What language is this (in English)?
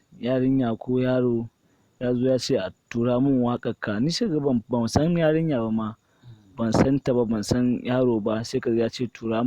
Hausa